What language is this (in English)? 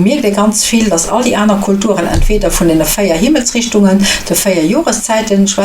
Luxembourgish